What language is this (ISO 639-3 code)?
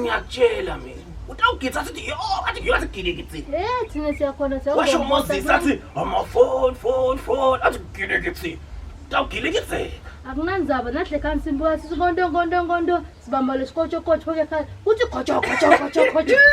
zul